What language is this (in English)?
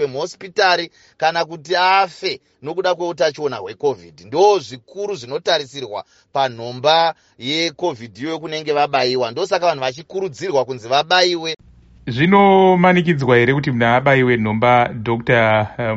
Shona